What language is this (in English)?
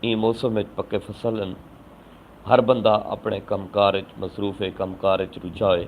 Saraiki